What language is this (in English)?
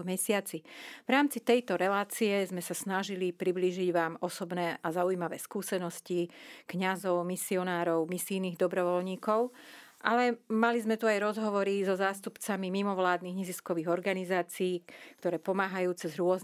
Slovak